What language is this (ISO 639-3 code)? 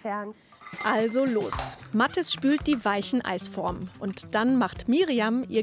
deu